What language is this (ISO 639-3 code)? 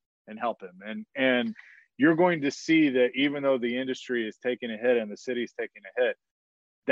eng